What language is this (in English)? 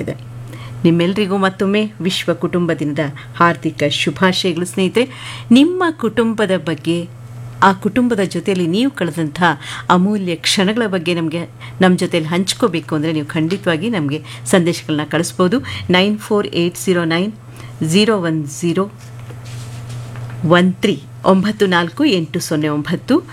Kannada